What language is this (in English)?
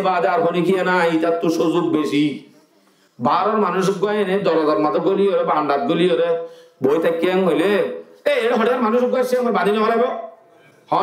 Rohingya